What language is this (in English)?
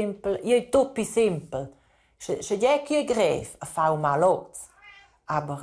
Romansh